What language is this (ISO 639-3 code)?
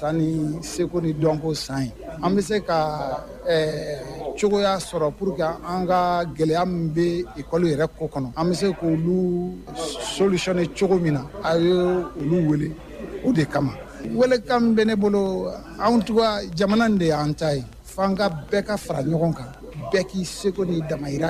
bam